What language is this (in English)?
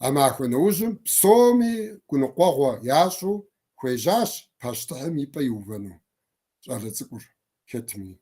Kabardian